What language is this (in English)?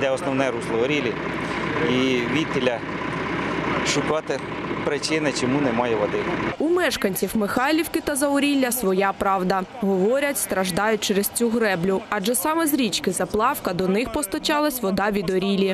Ukrainian